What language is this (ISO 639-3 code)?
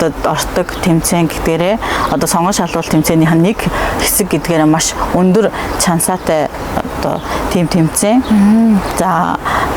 mon